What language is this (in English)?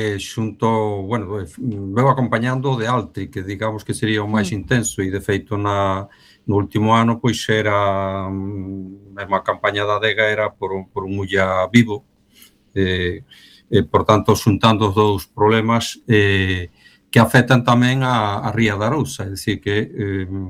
Galician